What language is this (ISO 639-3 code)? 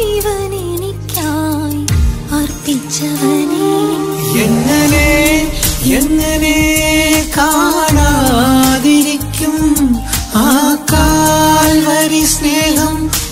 mal